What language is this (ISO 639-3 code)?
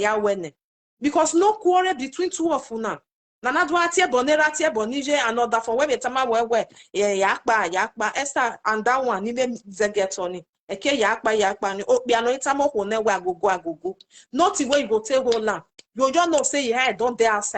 pcm